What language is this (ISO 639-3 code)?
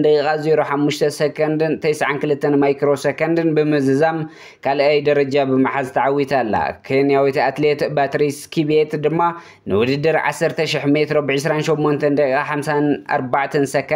tir